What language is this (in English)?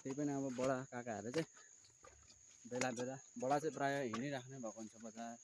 Nepali